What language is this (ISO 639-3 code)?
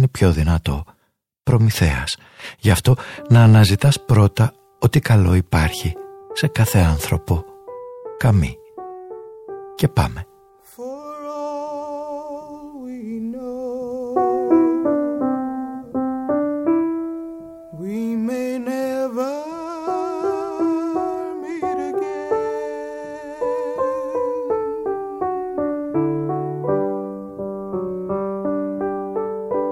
ell